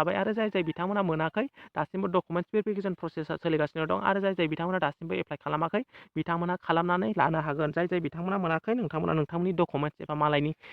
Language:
Bodo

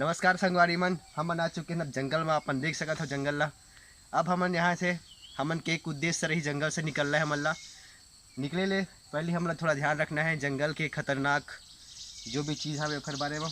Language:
Chhattisgarhi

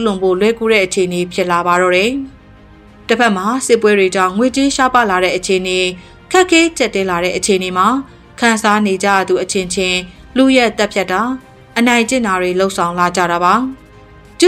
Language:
Burmese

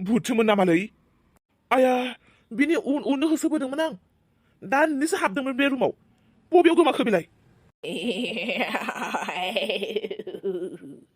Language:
Bodo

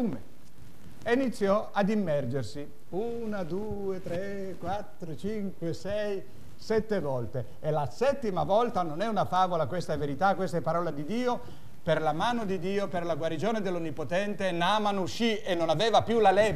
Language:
Italian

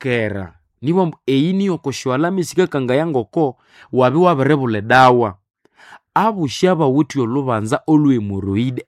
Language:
Nande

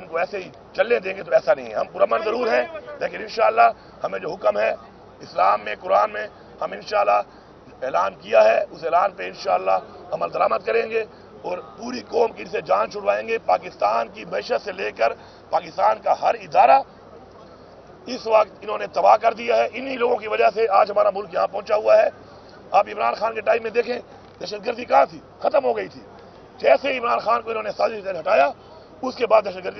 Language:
Urdu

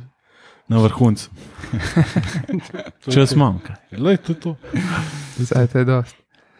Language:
Slovenian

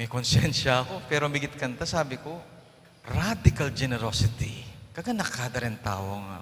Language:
Pampanga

